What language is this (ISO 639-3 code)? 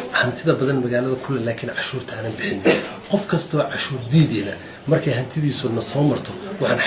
som